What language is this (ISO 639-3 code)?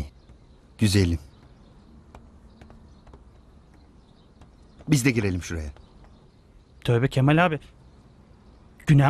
tur